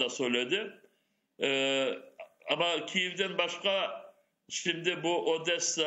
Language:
Crimean Tatar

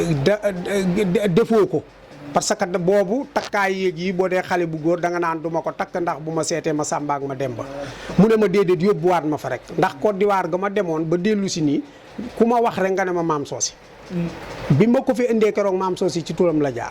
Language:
Wolof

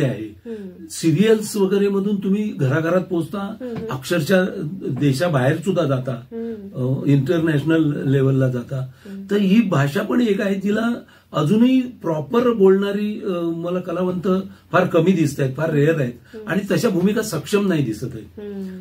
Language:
Marathi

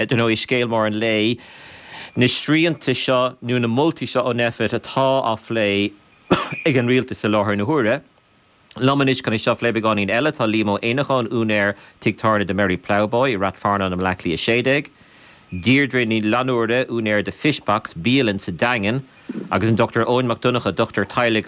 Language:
Irish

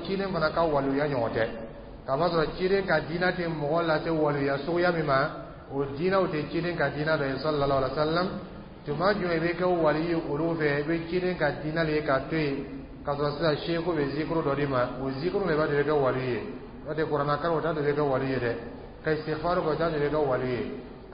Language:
Dyula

